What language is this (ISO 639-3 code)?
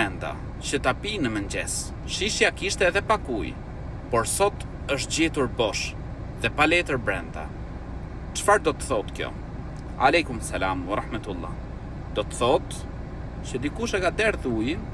sqi